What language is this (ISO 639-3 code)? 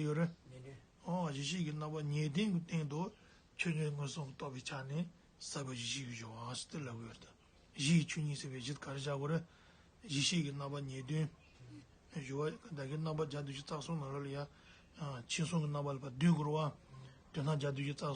bod